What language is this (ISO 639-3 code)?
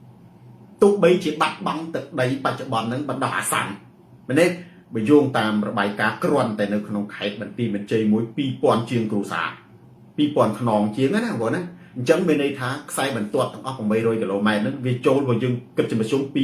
khm